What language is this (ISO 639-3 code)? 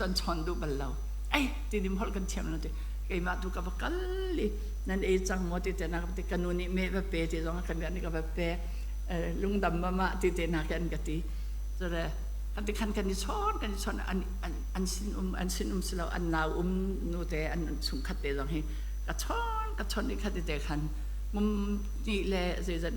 cnh